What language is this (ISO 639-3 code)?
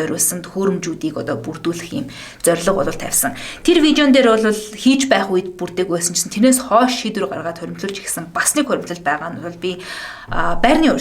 mon